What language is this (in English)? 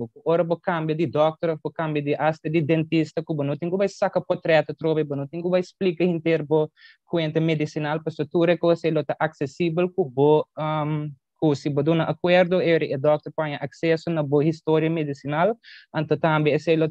Papiamento